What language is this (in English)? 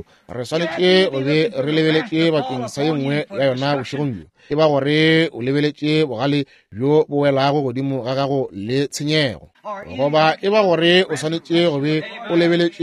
Northern Sotho